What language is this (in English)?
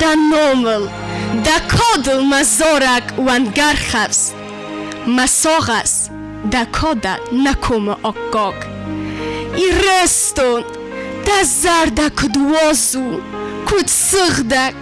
Ossetic